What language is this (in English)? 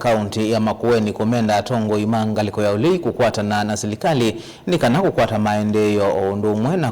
Kamba